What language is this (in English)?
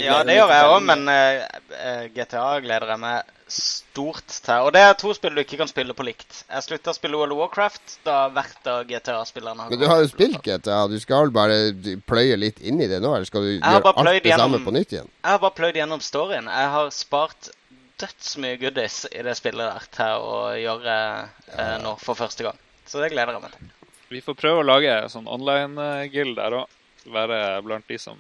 Norwegian